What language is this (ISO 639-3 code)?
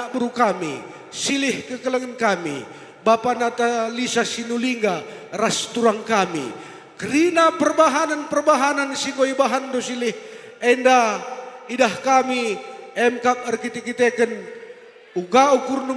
btx